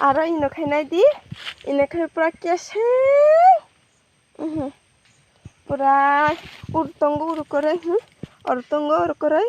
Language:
Kok Borok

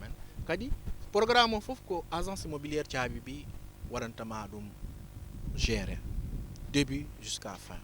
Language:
Fula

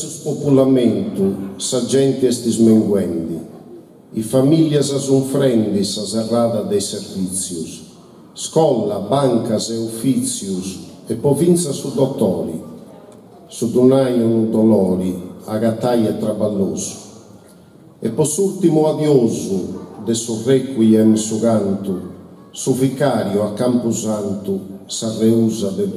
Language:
Sardinian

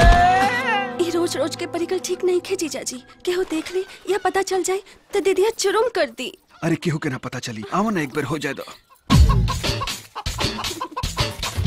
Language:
Bhojpuri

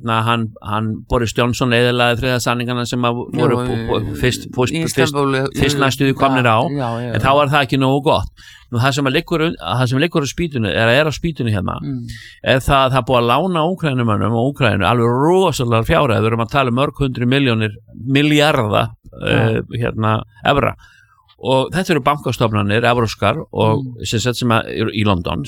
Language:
Icelandic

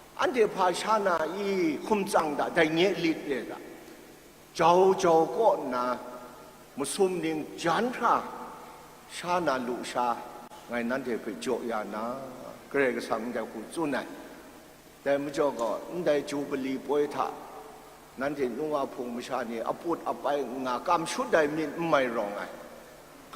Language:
Kachin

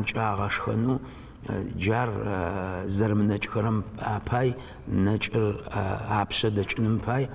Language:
Adyghe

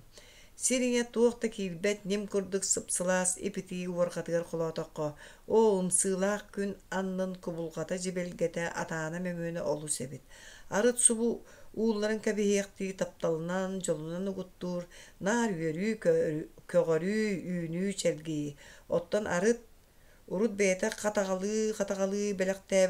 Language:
Yakut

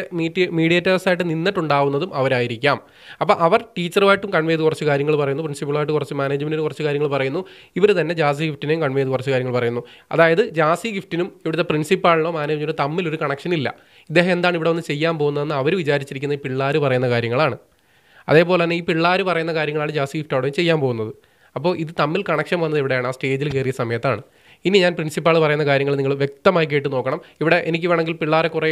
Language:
Malayalam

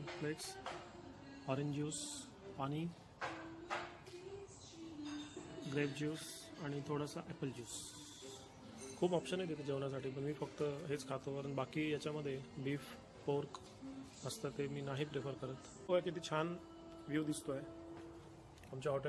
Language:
Marathi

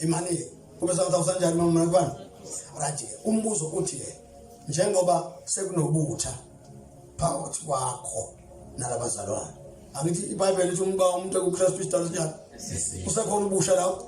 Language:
Zulu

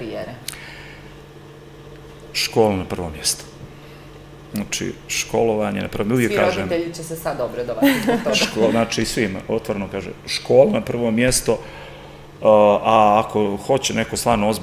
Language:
Serbian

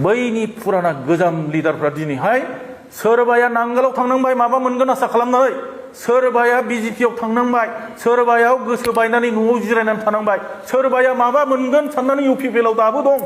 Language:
Bodo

